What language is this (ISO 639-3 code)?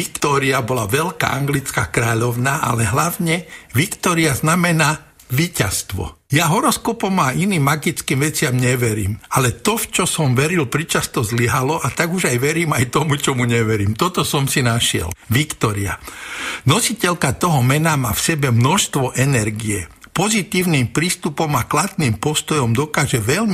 slk